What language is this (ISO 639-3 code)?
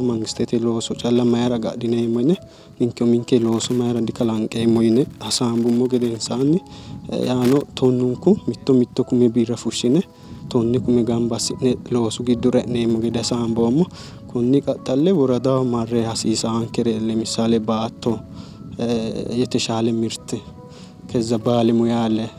sid